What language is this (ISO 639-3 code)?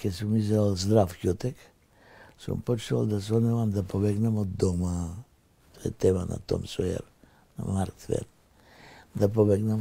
mkd